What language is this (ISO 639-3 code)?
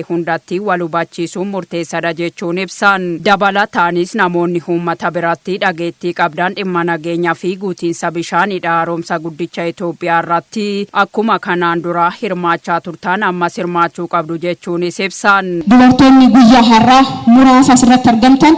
orm